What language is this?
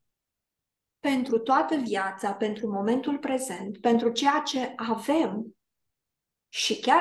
Romanian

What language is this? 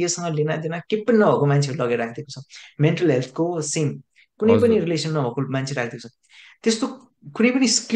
Nepali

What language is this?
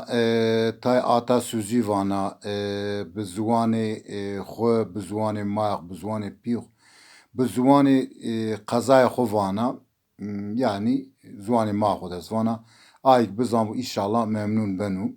Zaza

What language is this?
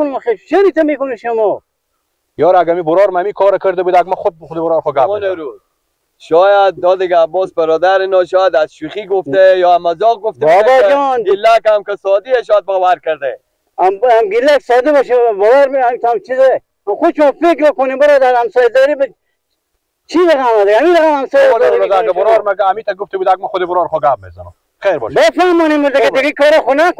Persian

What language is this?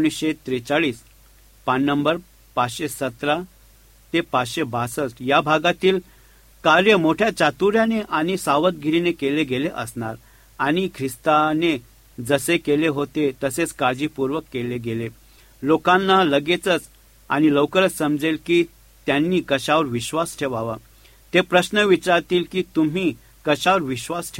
Marathi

